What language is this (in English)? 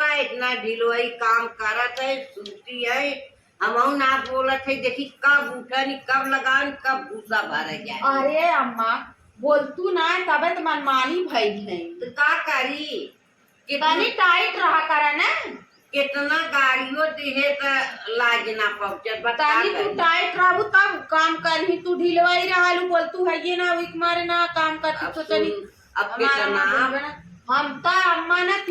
Awadhi